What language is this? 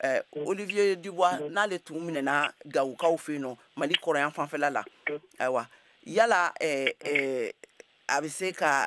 Bambara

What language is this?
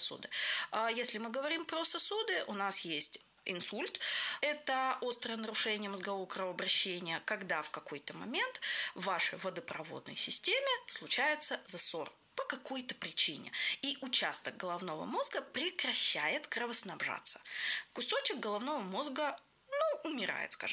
Russian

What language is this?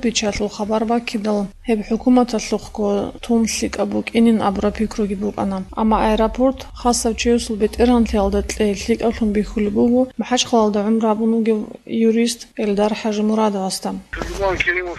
Avaric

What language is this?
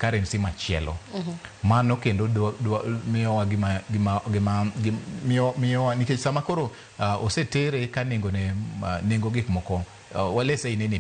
Luo (Kenya and Tanzania)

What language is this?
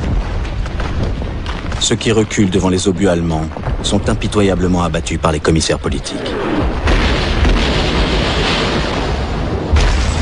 French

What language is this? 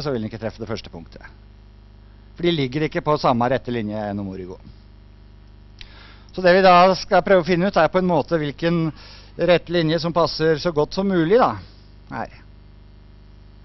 Norwegian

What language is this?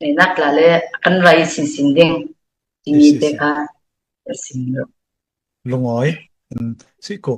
Falam Chin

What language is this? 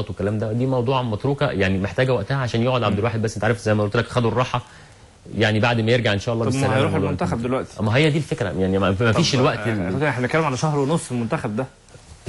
Egyptian Arabic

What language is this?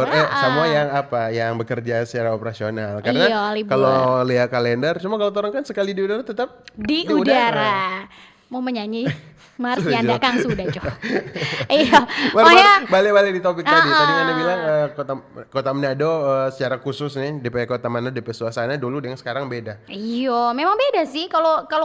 Manado Malay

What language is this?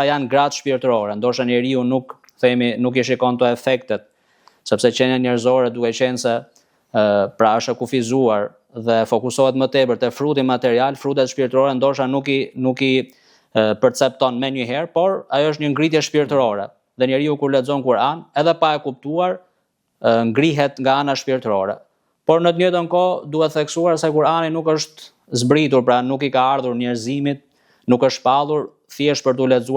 Albanian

